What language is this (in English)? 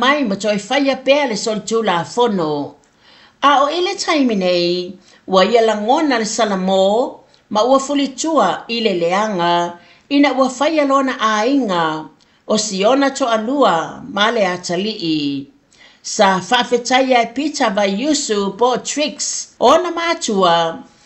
Samoan